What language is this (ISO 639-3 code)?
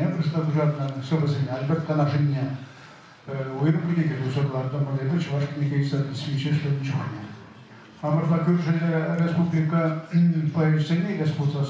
chv